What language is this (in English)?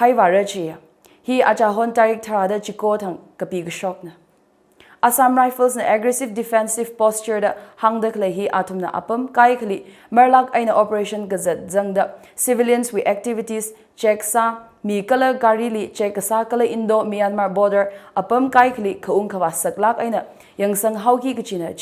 Tangkhul Naga (India)